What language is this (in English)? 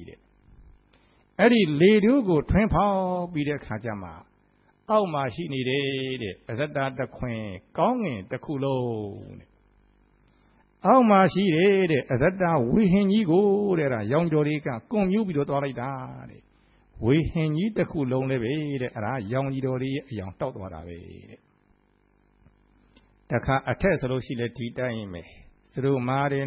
Burmese